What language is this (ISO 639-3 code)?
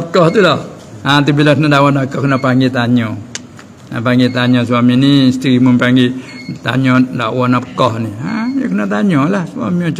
msa